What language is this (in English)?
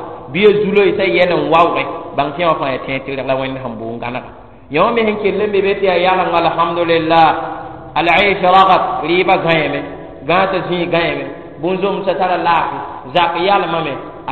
Mossi